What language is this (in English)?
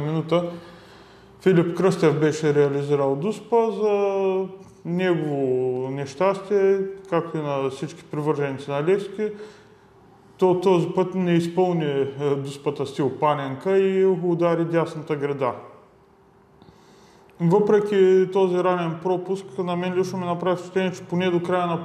Bulgarian